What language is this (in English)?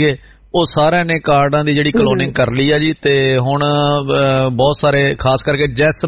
Punjabi